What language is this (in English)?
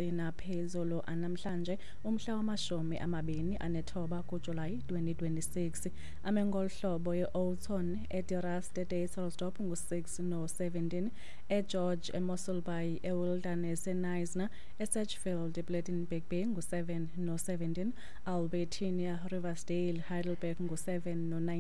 Xhosa